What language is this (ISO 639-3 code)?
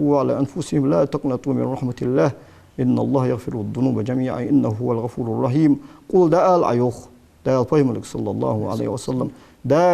inh